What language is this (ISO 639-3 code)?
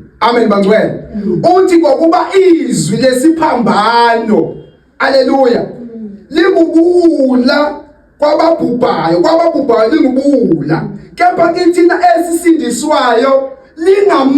zul